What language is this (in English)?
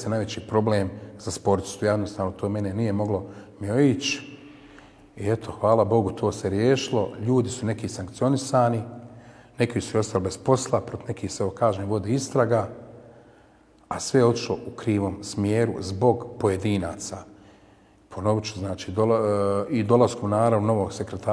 Bosnian